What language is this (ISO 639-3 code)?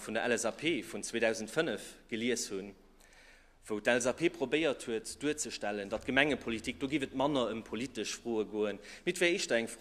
ltz